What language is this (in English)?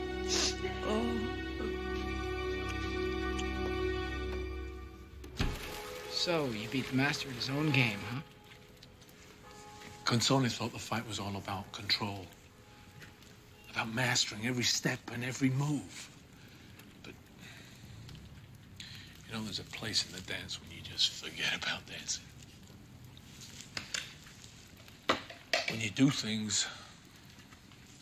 English